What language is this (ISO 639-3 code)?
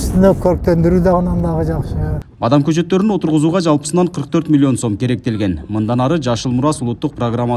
kir